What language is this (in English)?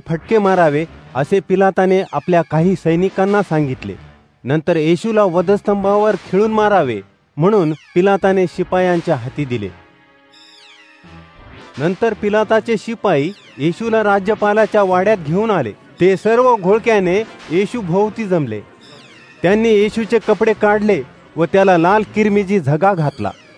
Marathi